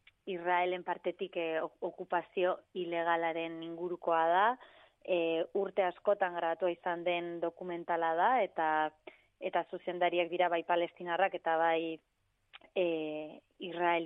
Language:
Basque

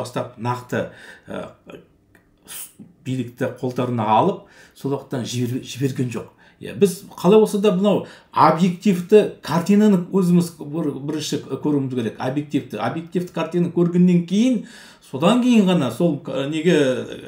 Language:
Kazakh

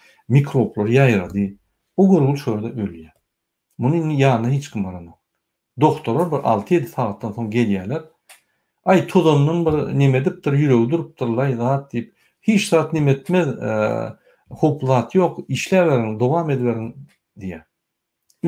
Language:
Turkmen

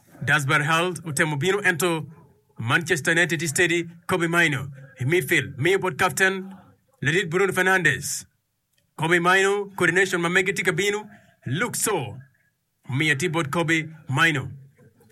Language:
Acoli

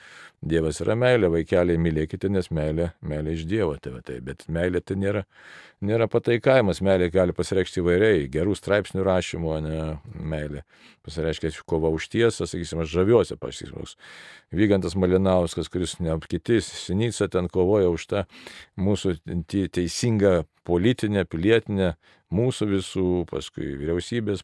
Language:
Lithuanian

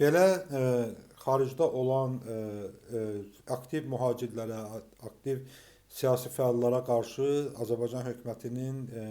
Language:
Azerbaijani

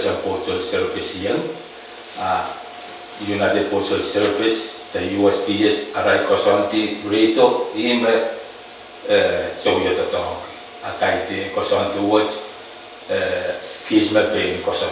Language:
Pohnpeian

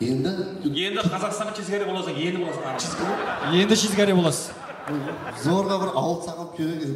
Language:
Kara-Kalpak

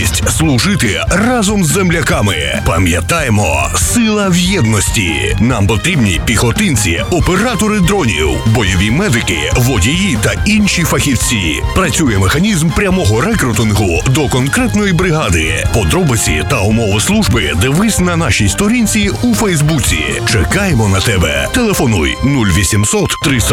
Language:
Ukrainian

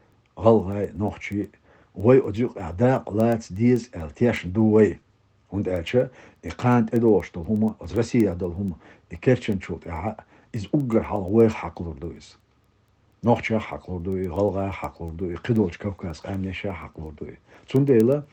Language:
Chechen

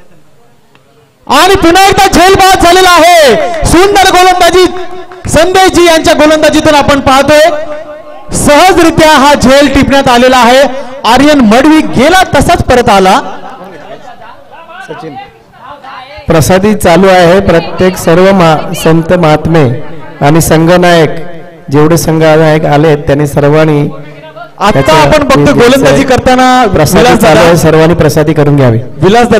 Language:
Marathi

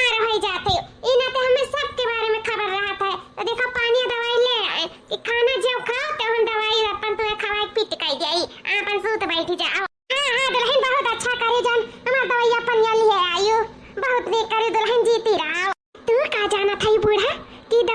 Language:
Awadhi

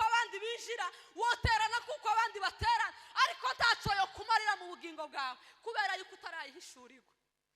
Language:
Kinyarwanda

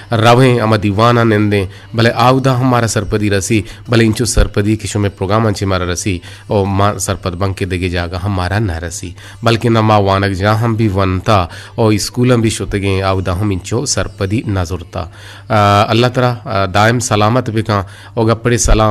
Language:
Eastern Balochi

